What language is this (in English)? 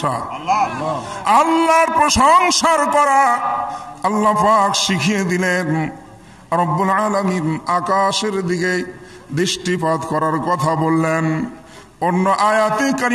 Bangla